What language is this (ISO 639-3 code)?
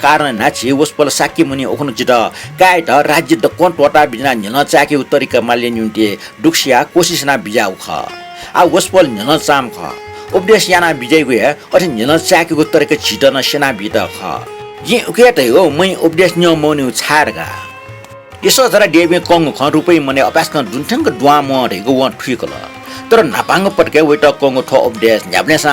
new